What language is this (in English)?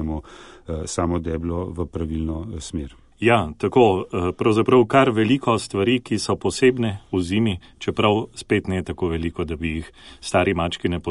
Slovenian